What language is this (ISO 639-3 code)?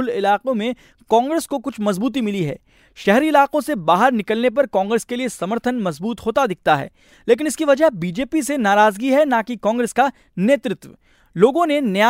hin